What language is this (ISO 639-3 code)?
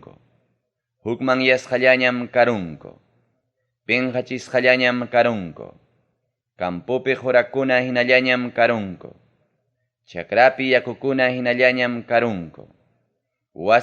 quy